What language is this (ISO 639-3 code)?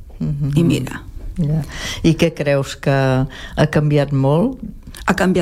cat